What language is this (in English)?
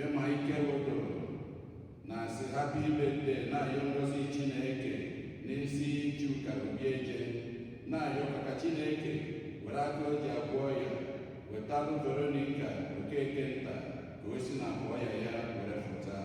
Igbo